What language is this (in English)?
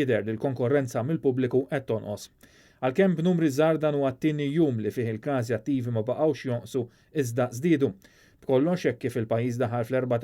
Maltese